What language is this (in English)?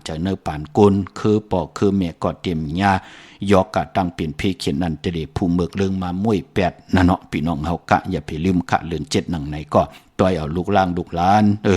Shan